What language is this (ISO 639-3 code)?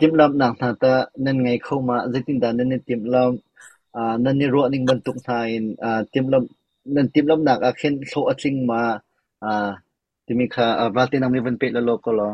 cnh